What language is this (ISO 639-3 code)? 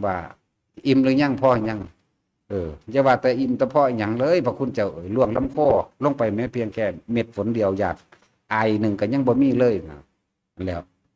lao